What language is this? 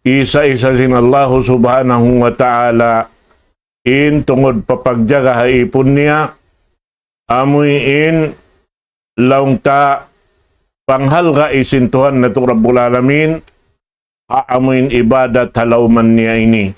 Tausug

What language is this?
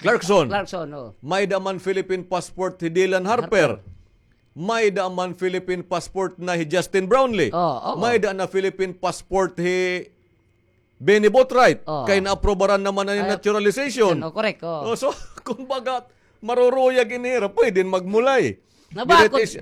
Waray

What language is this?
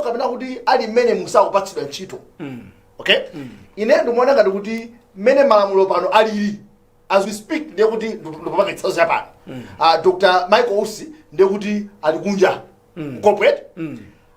Nyanja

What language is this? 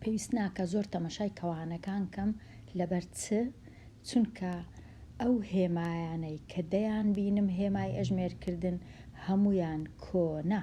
Central Kurdish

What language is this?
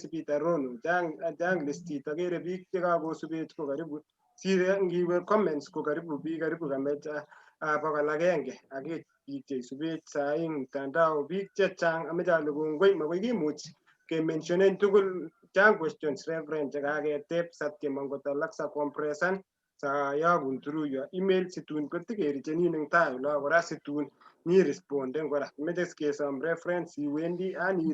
Kalenjin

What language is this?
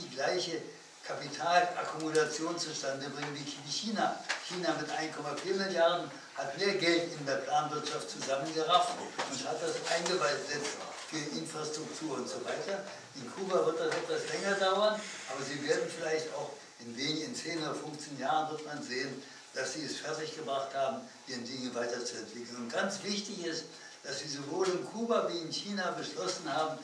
German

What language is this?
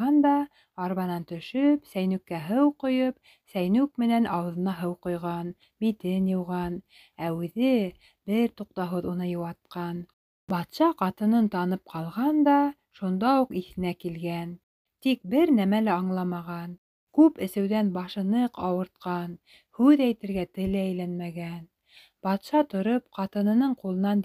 Bashkir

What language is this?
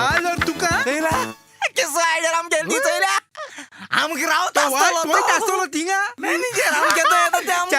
Konkani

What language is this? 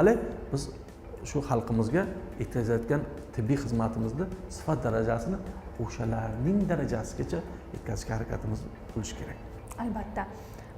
Uzbek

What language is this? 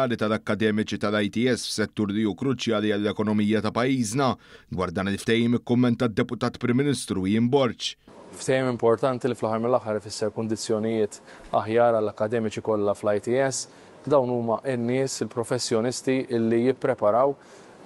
Maltese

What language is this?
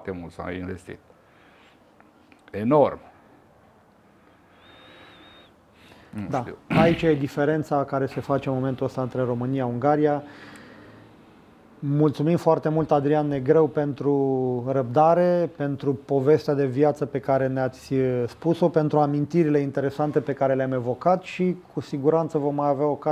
Romanian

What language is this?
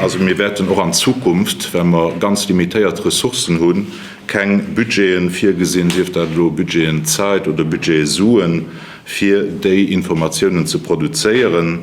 Luxembourgish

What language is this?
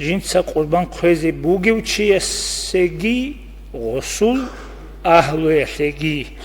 Avaric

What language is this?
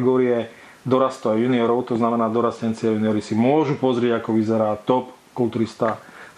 Slovak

